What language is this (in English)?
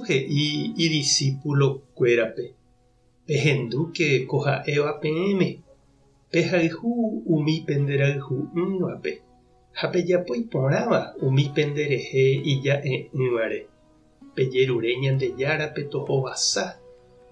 Guarani